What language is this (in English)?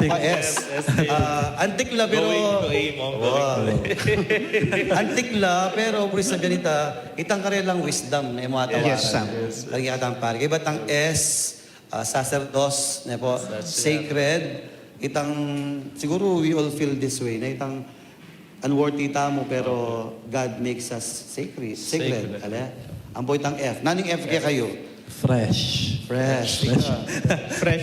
Pampanga